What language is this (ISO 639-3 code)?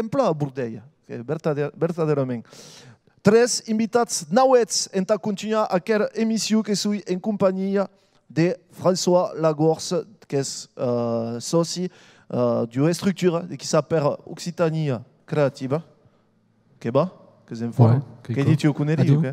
oci